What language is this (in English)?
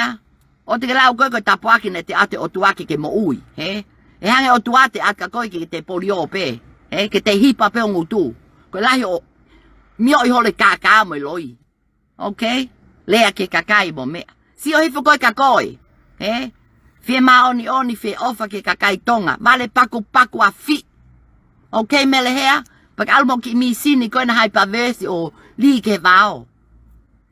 Tongan